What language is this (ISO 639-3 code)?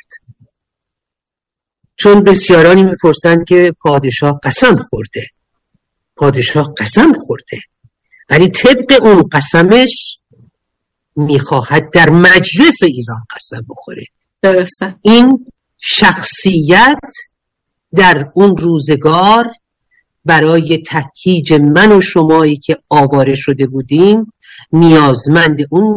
fas